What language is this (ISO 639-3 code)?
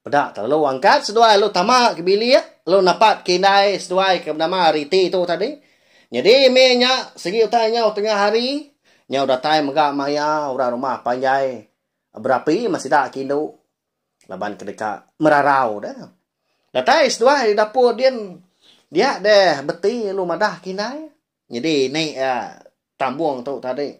iba